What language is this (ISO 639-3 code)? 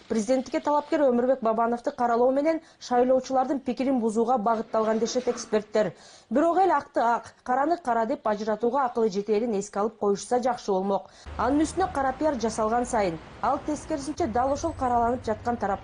kir